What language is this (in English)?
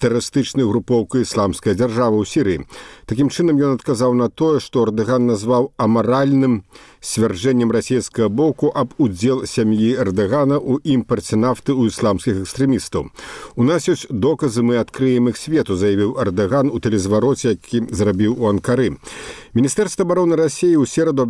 Belarusian